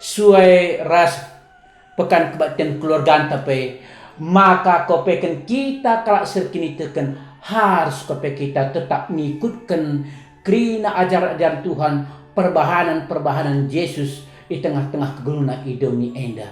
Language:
Batak Karo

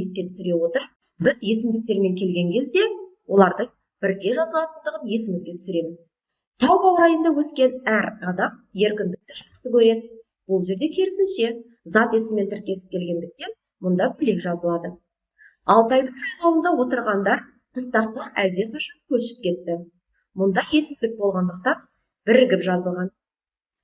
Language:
Kazakh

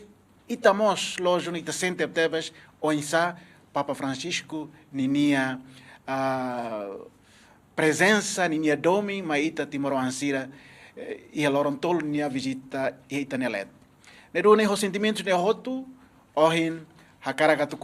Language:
Tetum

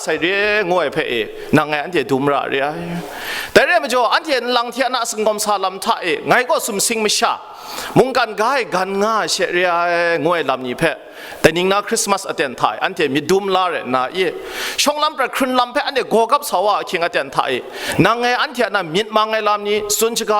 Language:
Kachin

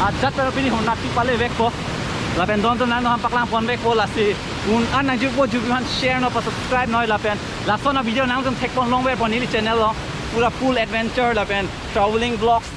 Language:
Karbi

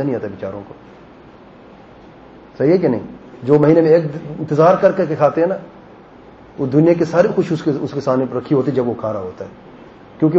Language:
Urdu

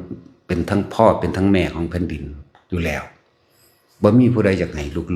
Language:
Northeastern Thai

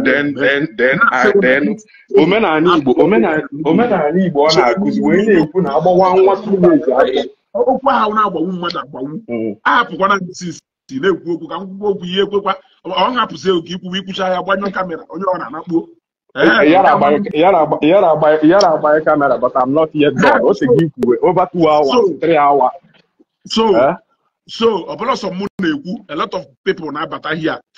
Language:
Igbo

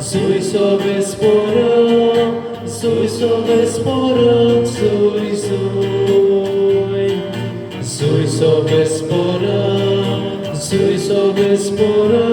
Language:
Konkani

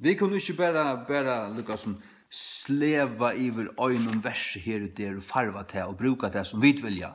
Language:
Faroese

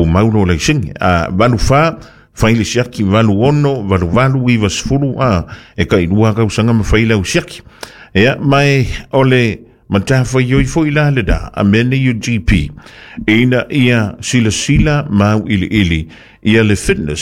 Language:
Samoan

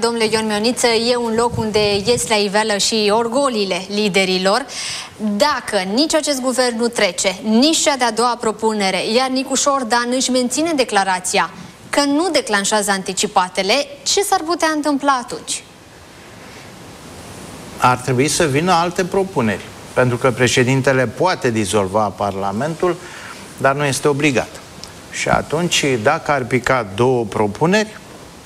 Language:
Romanian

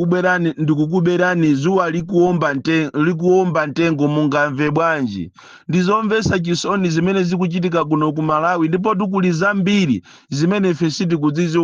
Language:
Nyanja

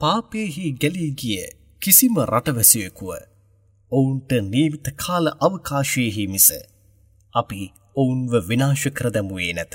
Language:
Sinhala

